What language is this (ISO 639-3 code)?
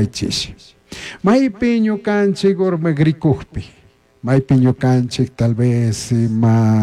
qug